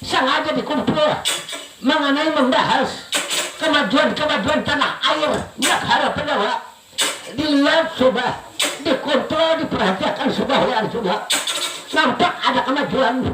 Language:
Banjar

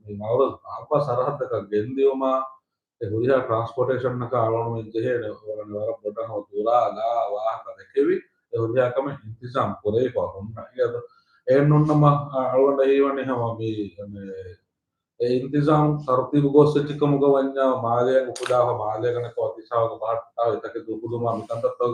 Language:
Divehi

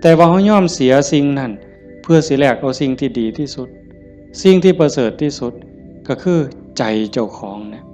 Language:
Northeastern Thai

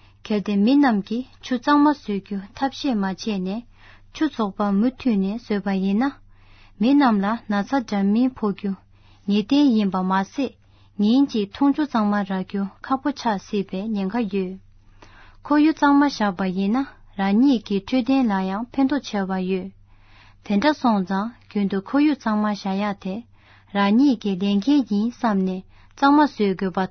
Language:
Tibetan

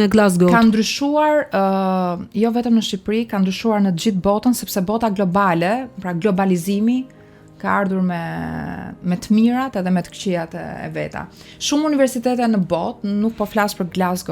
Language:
Albanian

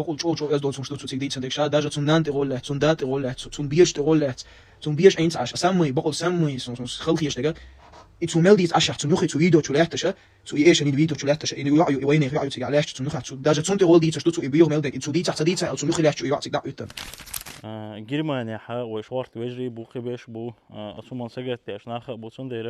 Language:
Chechen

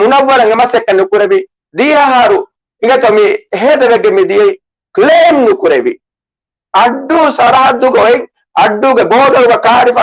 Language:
Divehi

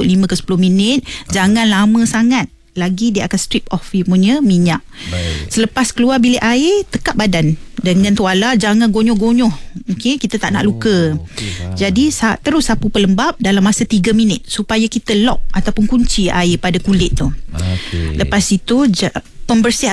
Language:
Malay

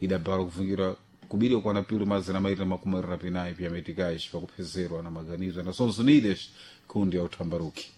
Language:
Sena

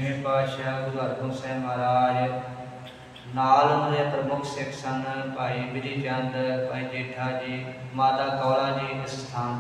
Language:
Punjabi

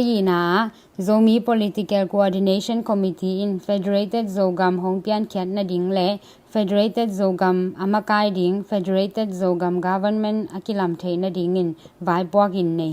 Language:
Tedim Chin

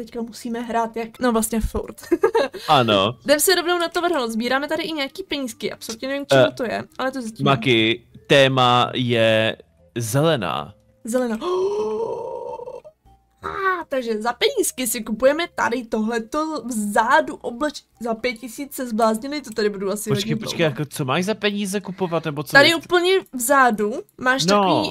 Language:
Czech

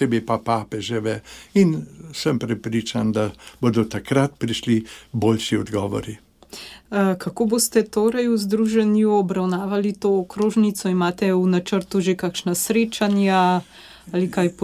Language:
Slovenian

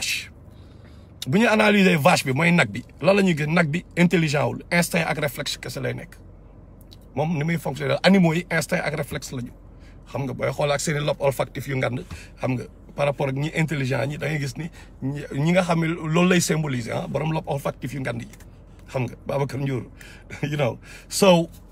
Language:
Wolof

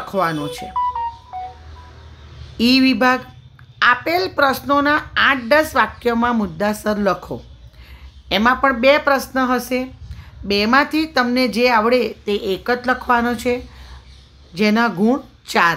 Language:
Gujarati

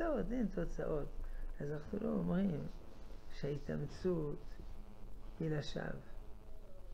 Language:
Hebrew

